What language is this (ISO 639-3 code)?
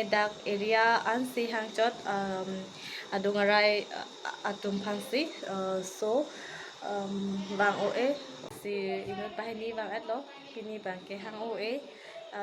mjw